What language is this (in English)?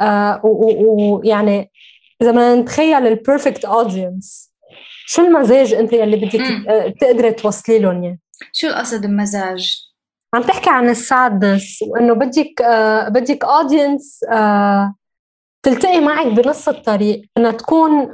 North Levantine Arabic